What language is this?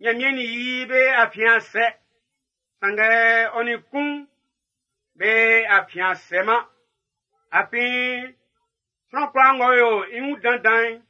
Baoulé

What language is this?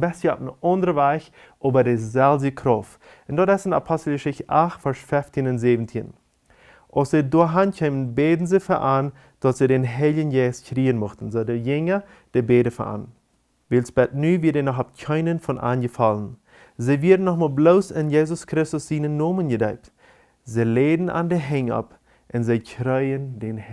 Plautdietsch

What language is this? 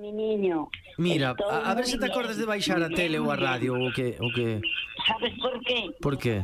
Galician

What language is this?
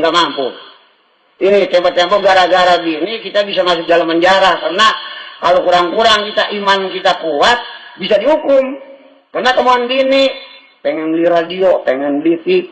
Betawi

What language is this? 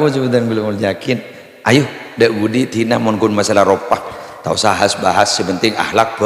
Madurese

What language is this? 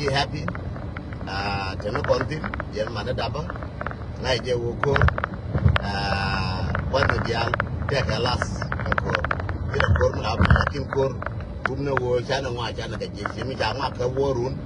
Nuer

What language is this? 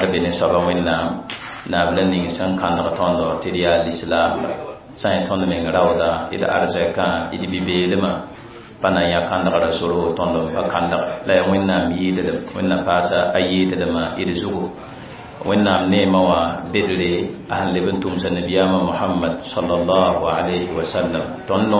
Mossi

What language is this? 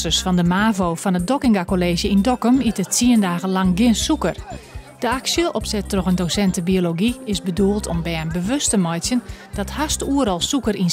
Western Frisian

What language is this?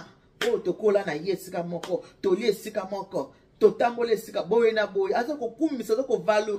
Lingala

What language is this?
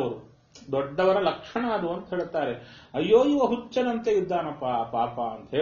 Kannada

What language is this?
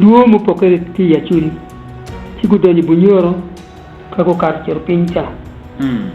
Acoli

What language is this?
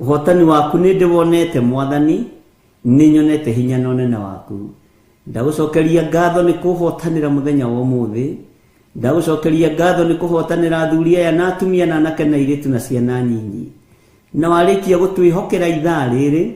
Kikuyu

